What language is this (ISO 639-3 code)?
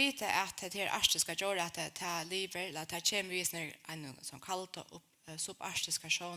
fao